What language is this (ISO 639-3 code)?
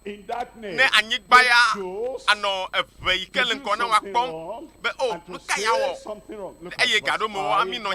ewe